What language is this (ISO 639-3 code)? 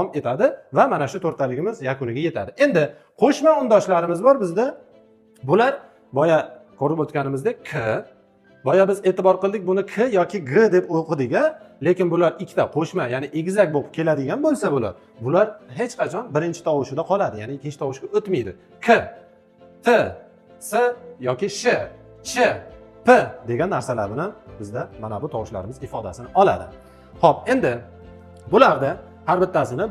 uzb